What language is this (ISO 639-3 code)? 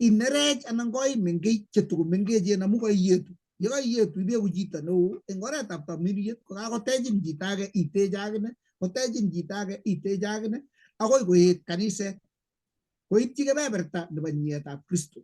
kln